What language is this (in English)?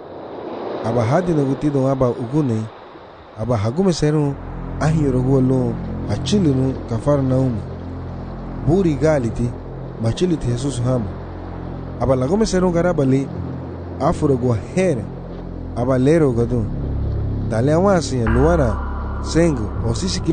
Garifuna